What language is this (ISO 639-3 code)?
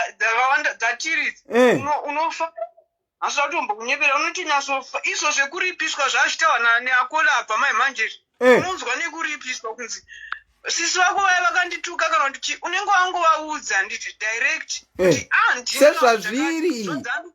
sna